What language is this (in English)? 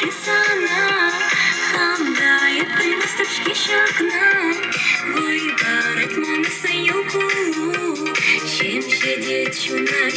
Chuvash